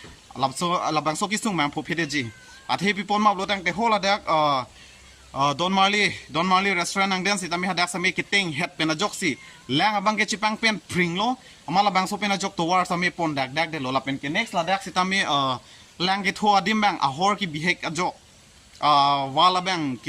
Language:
Karbi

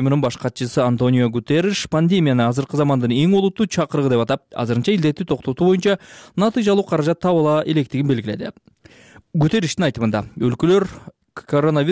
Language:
Kyrgyz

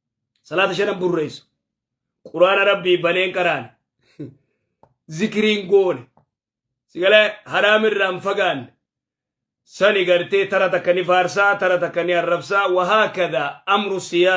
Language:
Oromo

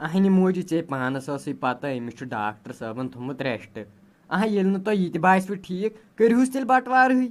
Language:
Kashmiri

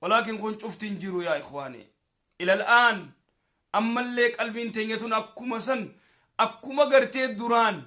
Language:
Oromo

